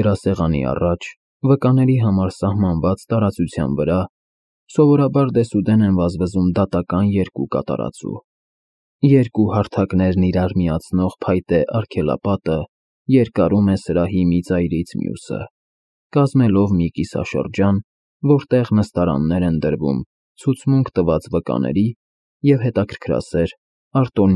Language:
Armenian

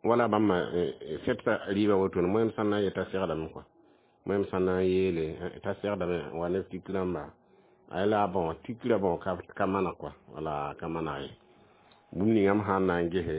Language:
Mossi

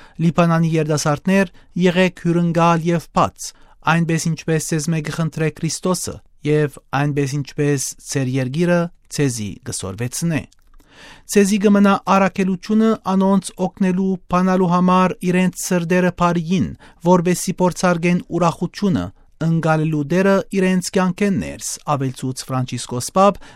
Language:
Western Armenian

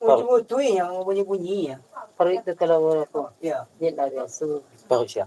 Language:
Minangkabau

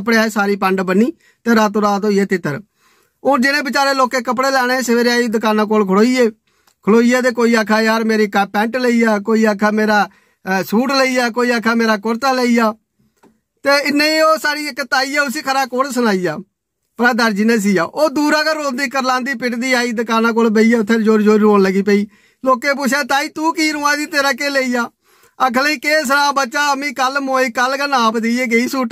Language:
Dogri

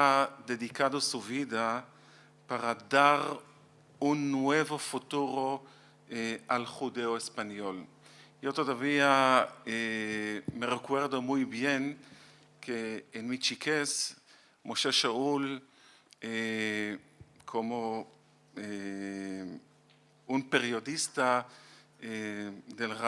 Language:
Ladino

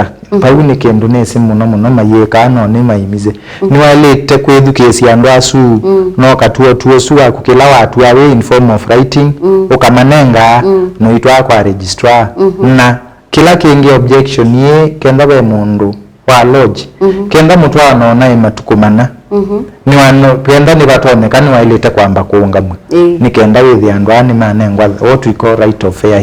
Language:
Kamba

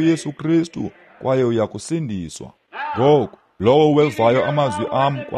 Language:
Xhosa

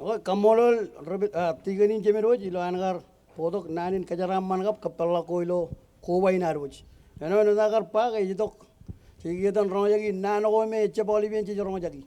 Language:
Marshallese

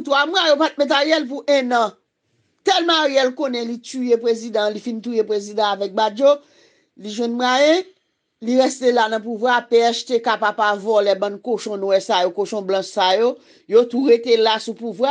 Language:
Haitian Creole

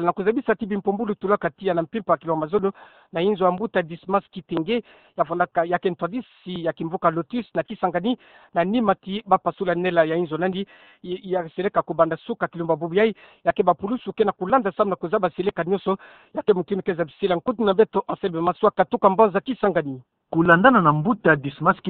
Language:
Kituba (Democratic Republic of Congo)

